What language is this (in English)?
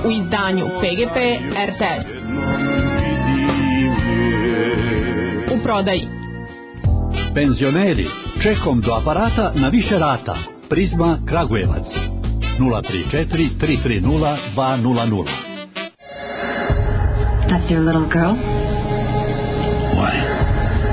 Serbian